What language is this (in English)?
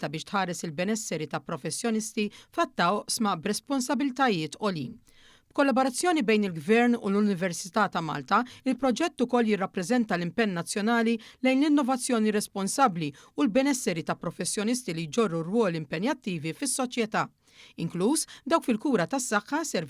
Maltese